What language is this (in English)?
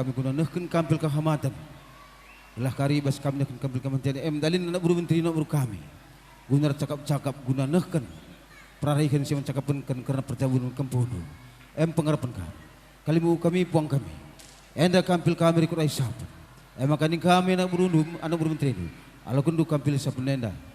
Batak Karo